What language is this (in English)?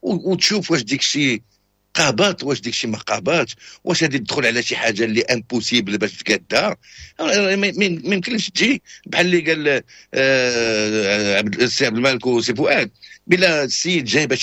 Moroccan Arabic